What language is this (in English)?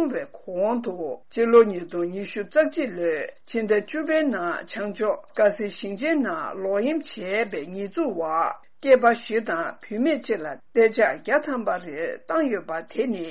Tibetan